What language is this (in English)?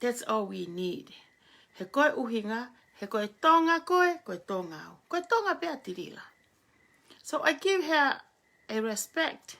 Tongan